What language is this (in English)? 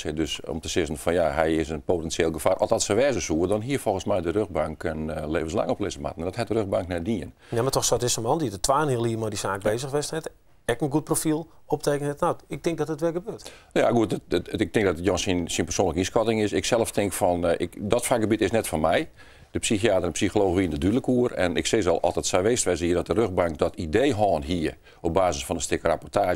Western Frisian